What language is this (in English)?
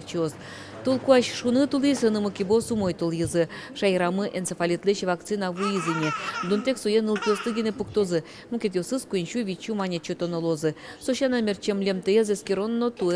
Udmurt